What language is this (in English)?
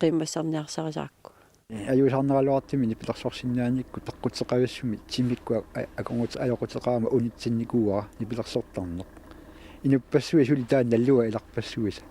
Kalaallisut